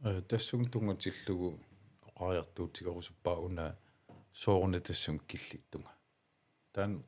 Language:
Kalaallisut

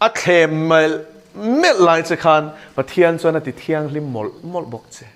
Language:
Mizo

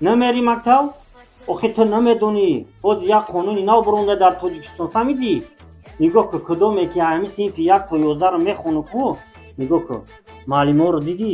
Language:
Tajik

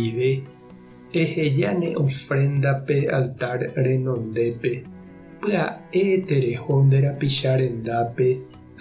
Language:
Guarani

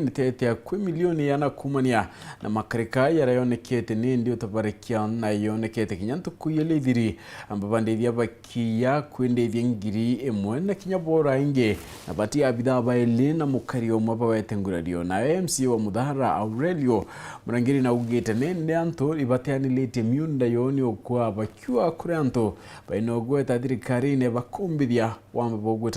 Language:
Meru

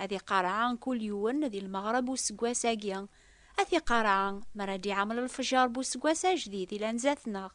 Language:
Kabyle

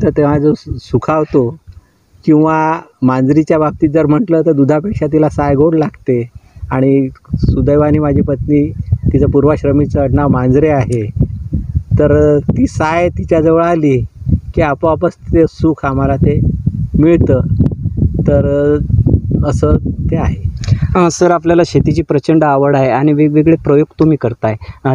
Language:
Marathi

